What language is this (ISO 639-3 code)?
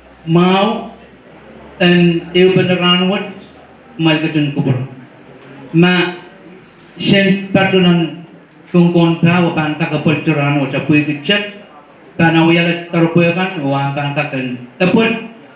pon